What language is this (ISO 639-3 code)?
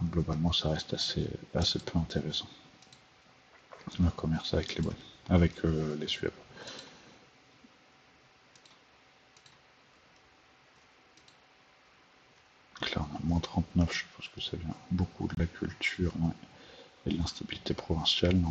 fra